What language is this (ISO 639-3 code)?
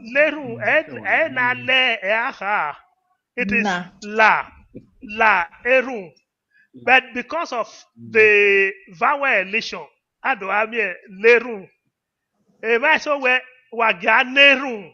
bin